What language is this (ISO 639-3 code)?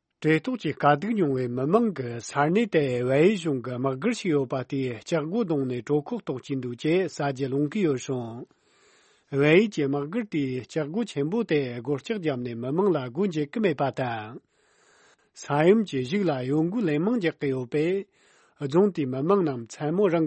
bod